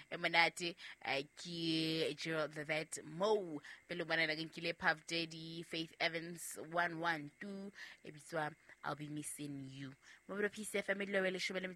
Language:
Southern Sotho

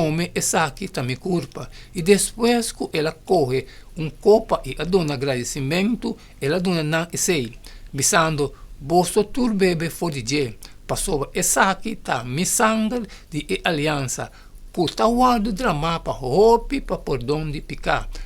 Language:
Papiamento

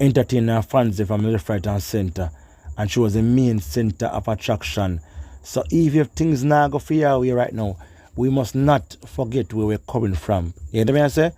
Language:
Jamaican Creole English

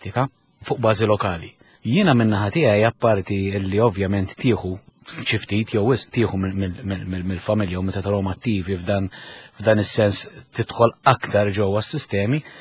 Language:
Maltese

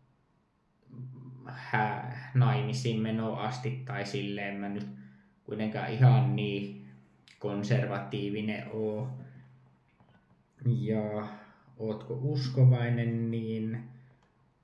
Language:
Finnish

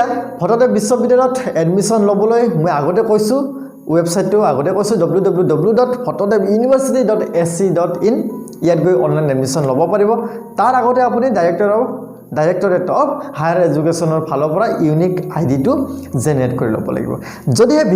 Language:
Assamese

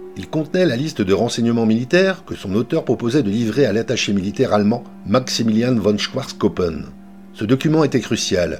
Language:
French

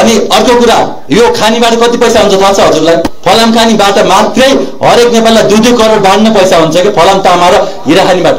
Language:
Nepali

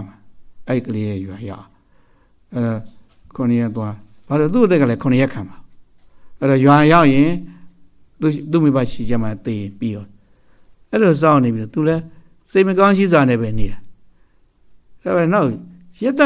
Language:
Burmese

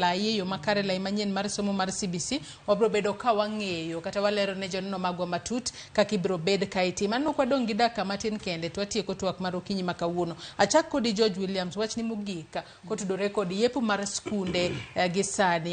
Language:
Luo (Kenya and Tanzania)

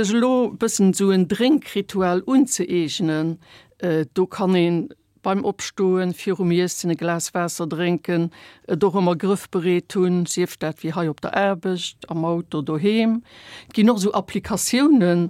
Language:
Luxembourgish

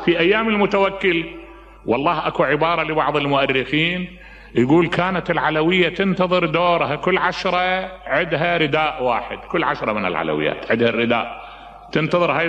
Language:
Mesopotamian Arabic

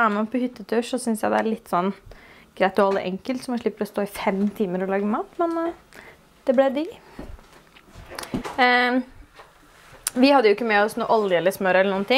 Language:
Norwegian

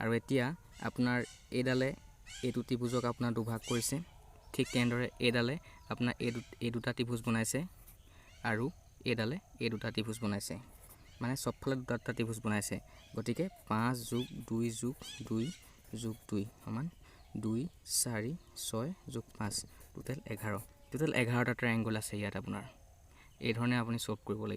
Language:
Assamese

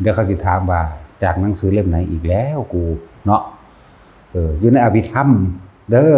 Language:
Northeastern Thai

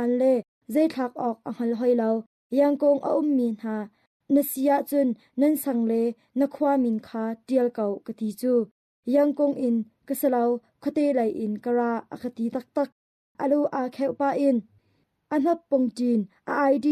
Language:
Hakha Chin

